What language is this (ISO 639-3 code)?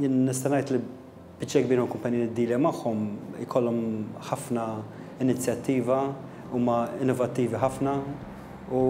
mlt